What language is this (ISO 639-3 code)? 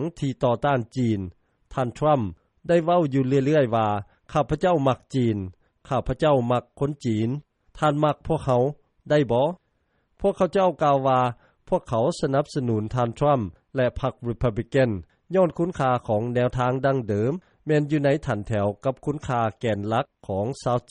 lao